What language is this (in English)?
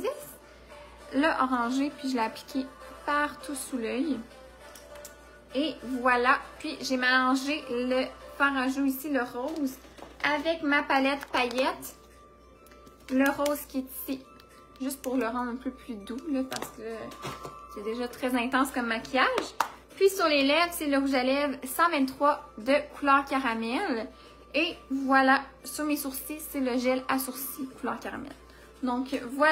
French